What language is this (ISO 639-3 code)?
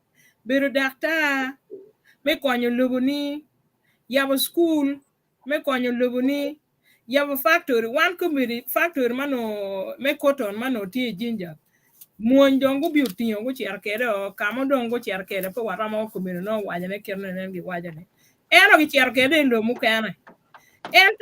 ach